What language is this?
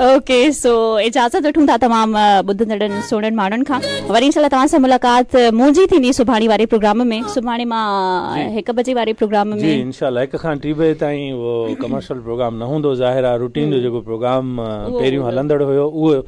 Sindhi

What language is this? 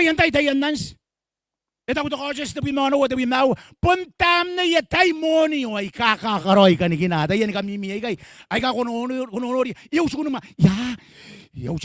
Gilbertese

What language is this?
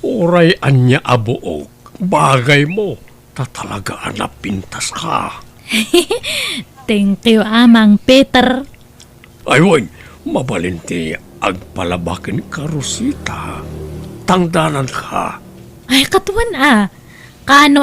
Iloko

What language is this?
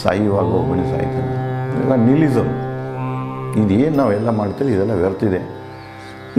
Kannada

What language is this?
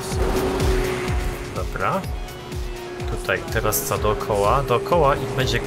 Polish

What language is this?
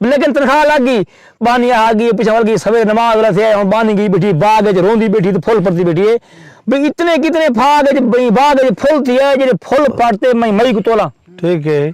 Saraiki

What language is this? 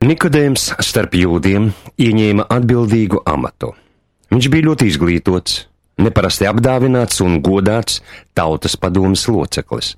Latvian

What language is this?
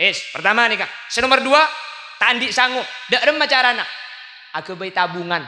Madurese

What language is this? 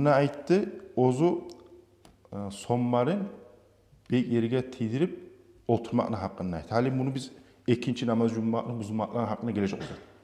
Kumyk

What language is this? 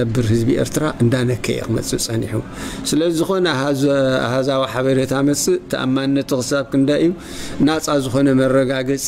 Tigrinya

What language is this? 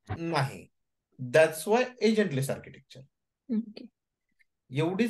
Marathi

